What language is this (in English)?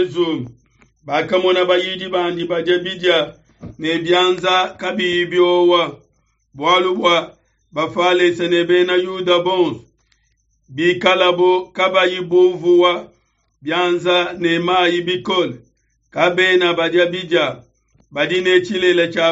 Luba-Lulua